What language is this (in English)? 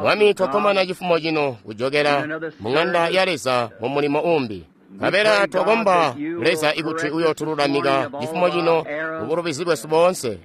Tonga (Zambia)